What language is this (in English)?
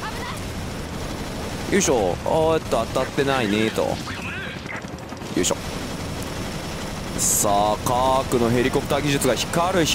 Japanese